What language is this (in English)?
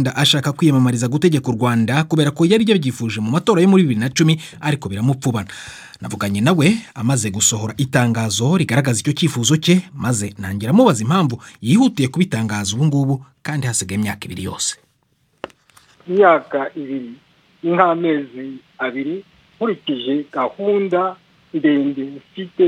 Kinyarwanda